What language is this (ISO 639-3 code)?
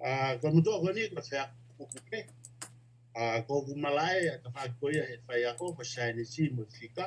ton